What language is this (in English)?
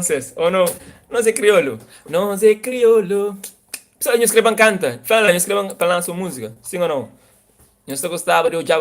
Kabuverdianu